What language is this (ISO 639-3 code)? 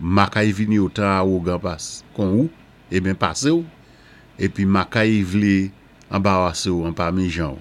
acf